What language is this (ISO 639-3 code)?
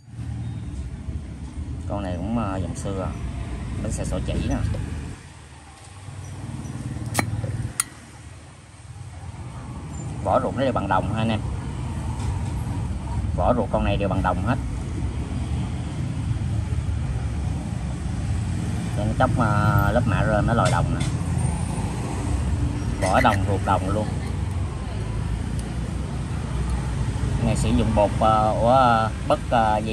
vie